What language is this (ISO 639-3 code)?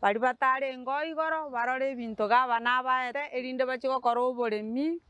guz